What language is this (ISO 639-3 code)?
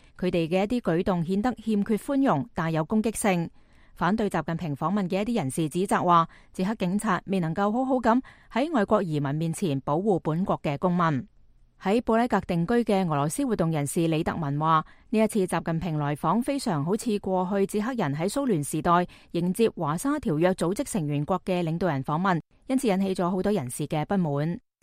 yue